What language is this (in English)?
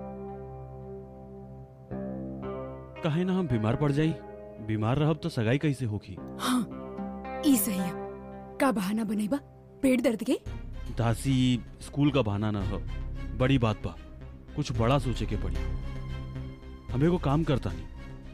Bhojpuri